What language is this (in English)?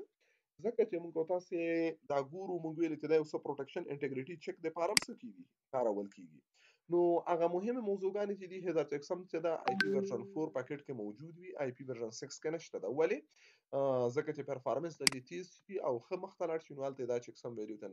Pashto